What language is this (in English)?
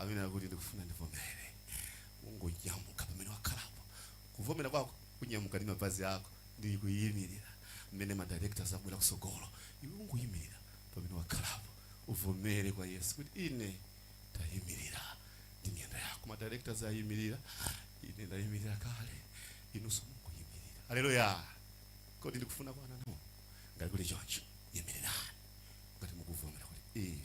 Nyanja